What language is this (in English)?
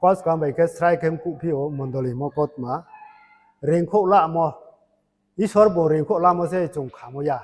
Riang (India)